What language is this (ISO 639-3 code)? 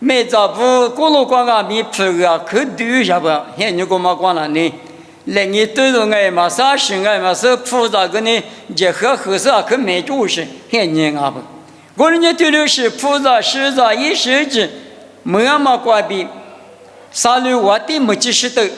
lis